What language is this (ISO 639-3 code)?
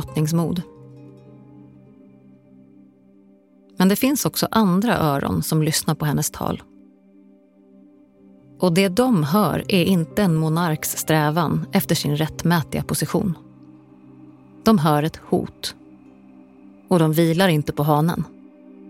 swe